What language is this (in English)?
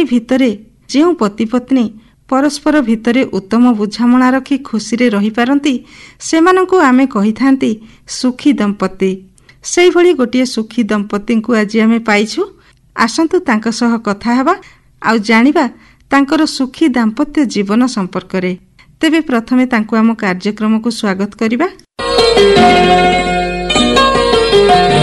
Odia